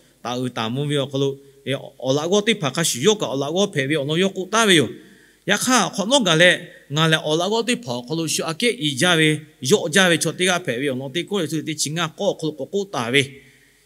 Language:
Lahu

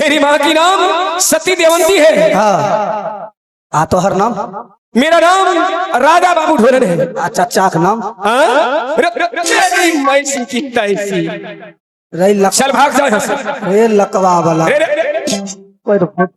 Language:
Maithili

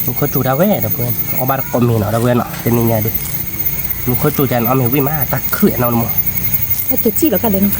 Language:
S'gaw Karen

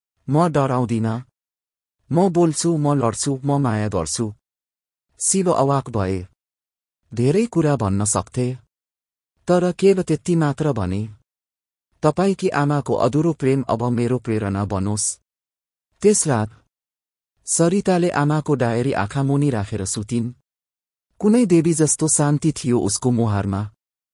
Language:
Nepali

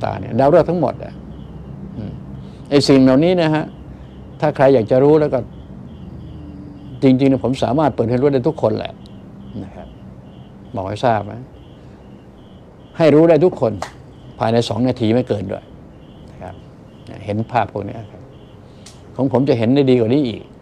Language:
Thai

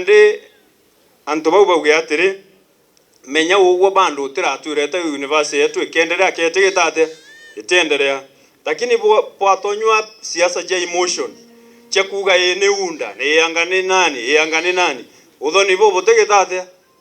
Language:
Meru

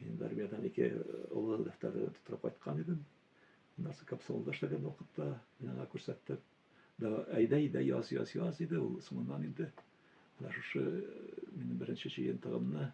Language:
Tatar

